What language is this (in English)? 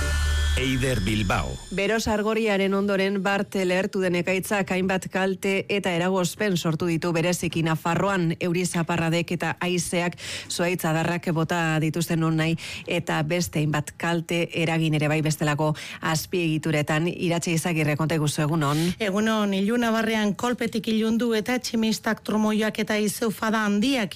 Basque